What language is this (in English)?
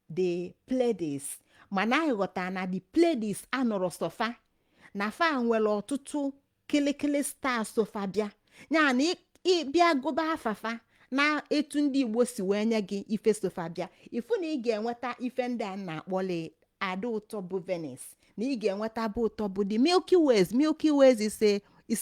Igbo